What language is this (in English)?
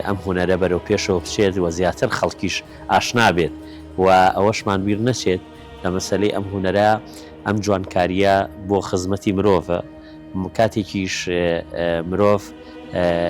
Central Kurdish